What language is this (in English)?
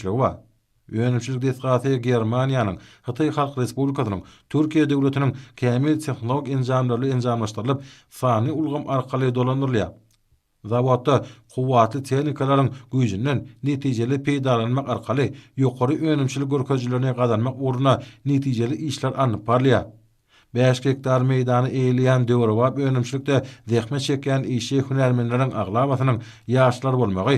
Turkmen